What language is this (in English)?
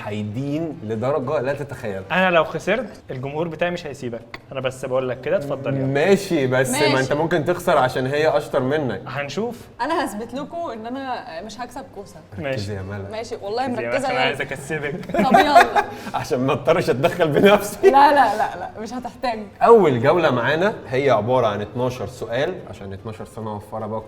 Egyptian Arabic